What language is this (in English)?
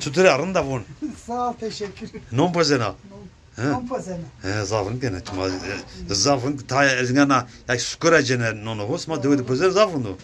Zaza